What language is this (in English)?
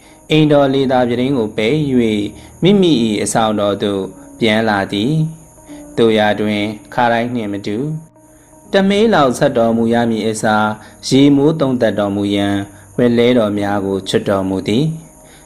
Burmese